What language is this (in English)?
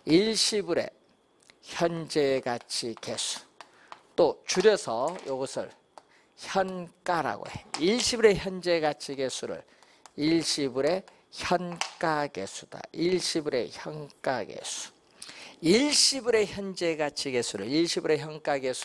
Korean